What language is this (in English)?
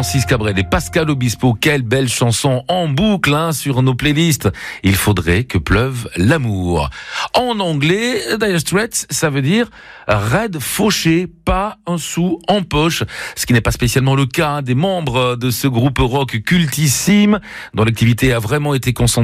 French